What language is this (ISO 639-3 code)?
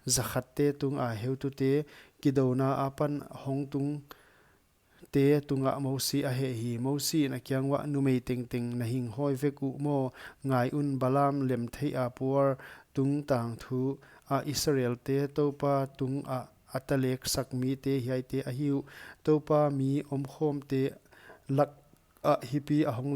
pck